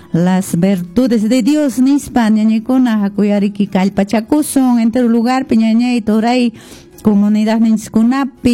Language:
Quechua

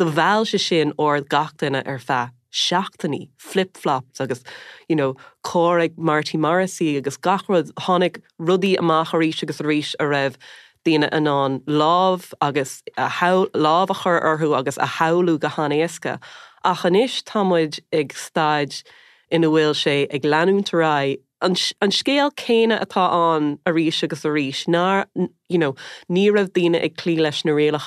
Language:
Irish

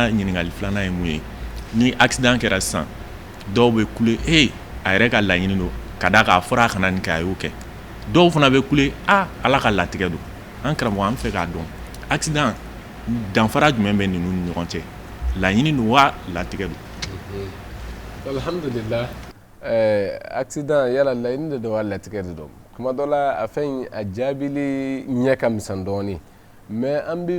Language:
Bambara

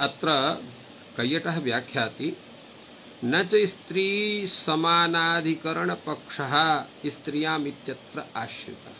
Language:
Sanskrit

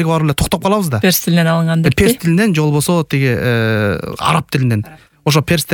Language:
Kyrgyz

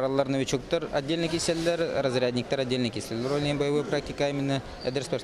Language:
Yakut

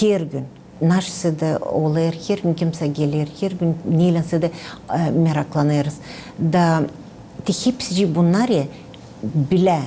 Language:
Gagauz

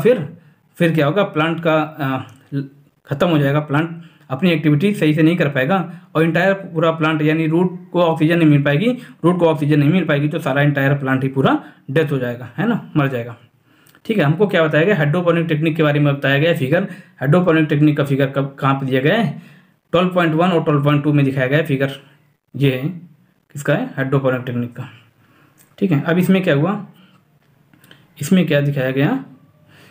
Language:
Hindi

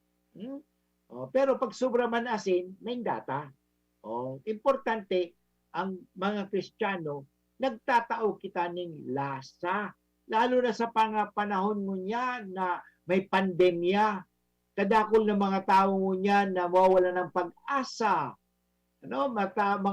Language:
Bikol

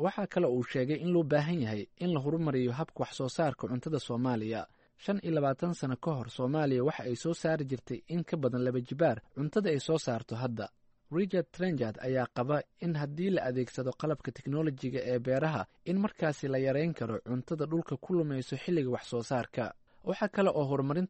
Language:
Somali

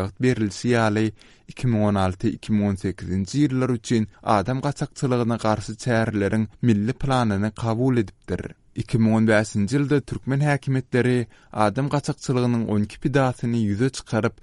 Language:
Turkmen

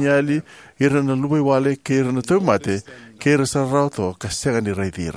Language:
Fijian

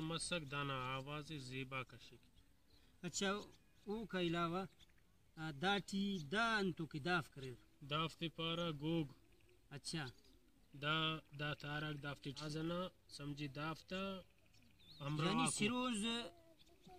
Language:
Brahui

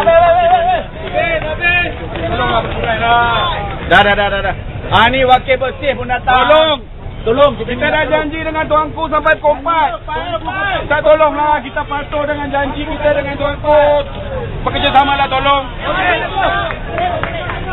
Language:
Malay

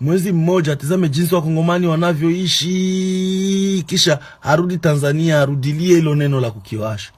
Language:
Swahili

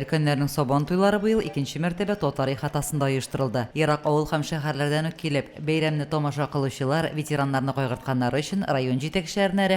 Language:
Tatar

